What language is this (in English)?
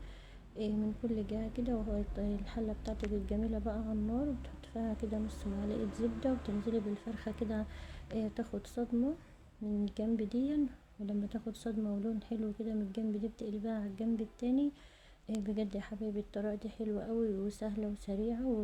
Egyptian Arabic